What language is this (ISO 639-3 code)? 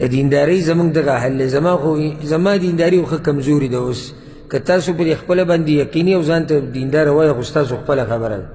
pus